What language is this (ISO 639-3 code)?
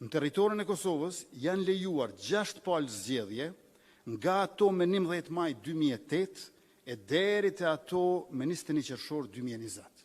sqi